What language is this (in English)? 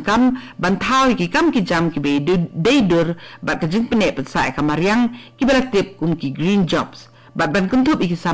Khasi